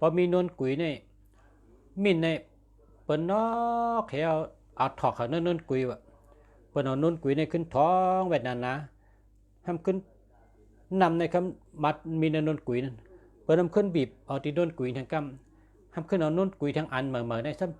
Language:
Shan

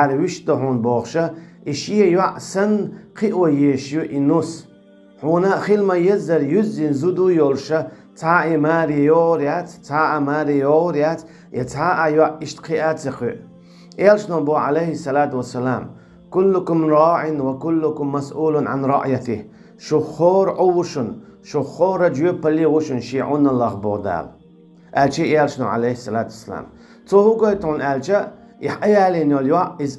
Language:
Chechen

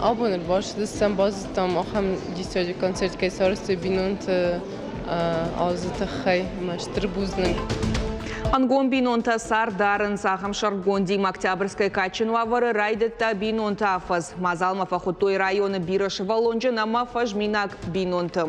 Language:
Ossetic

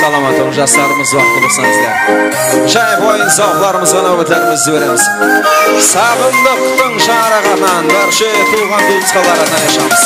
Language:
Kara-Kalpak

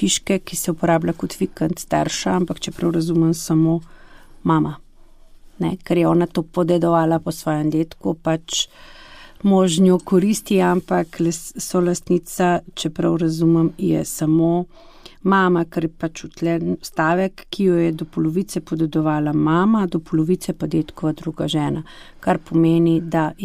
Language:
Slovenian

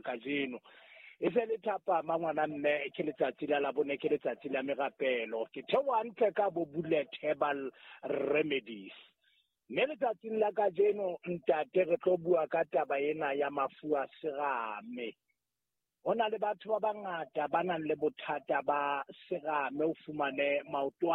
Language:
Southern Sotho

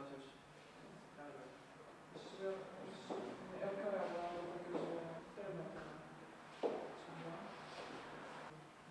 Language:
Slovak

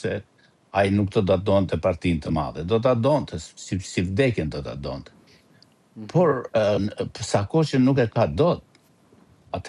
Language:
Albanian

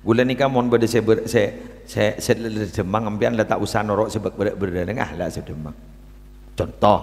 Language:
Madurese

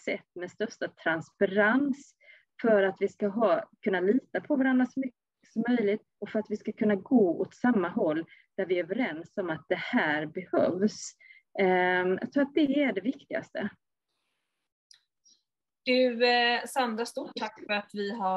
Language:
Swedish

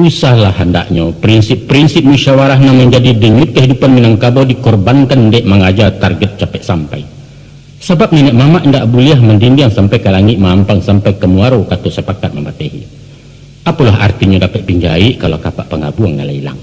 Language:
Minangkabau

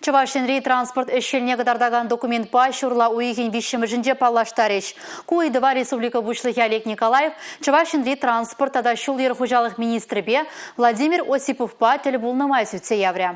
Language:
Chuvash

